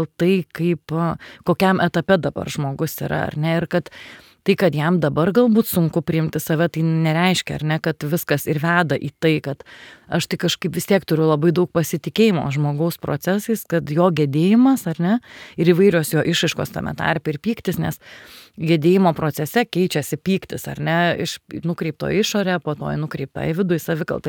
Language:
Lithuanian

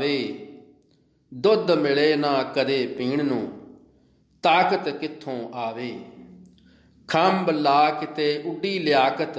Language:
Punjabi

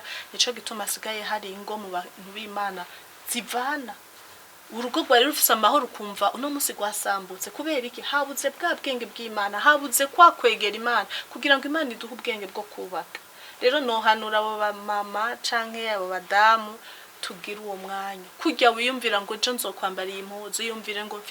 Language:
Rundi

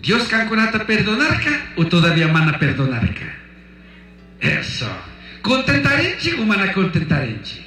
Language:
Chimborazo Highland Quichua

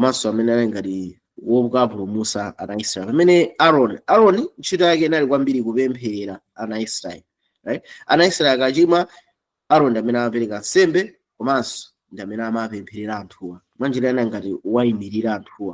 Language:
Nyanja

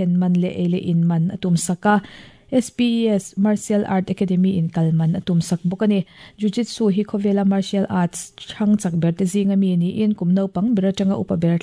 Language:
Mizo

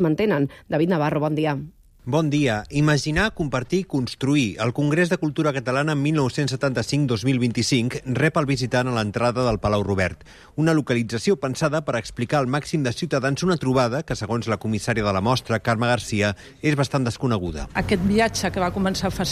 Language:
Catalan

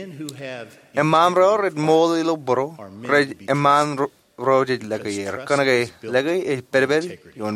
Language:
Marshallese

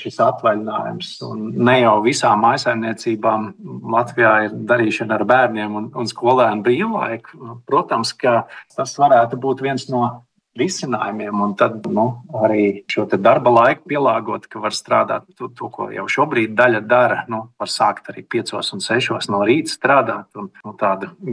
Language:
Latvian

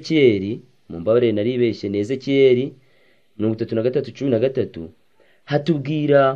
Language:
Kinyarwanda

